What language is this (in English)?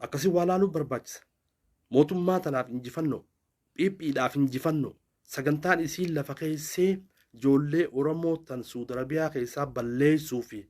Oromo